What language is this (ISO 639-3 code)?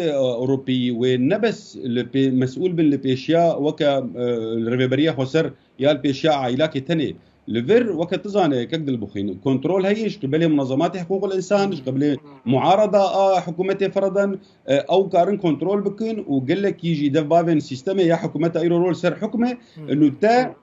kur